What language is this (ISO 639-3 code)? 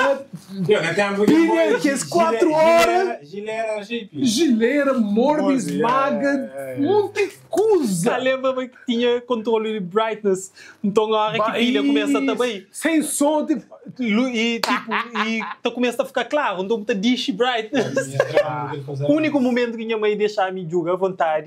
kea